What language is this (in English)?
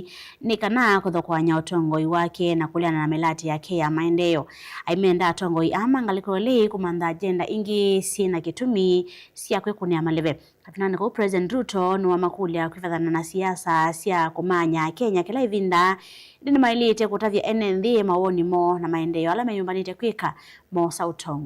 Kamba